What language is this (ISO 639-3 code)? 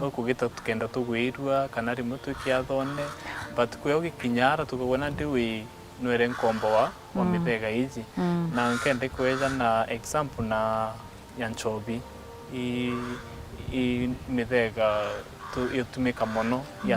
mer